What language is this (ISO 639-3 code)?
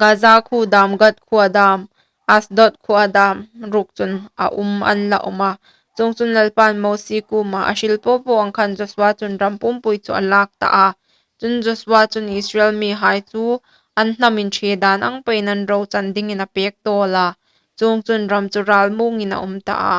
hmr